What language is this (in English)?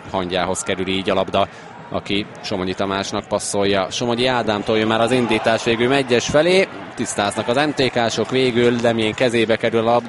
Hungarian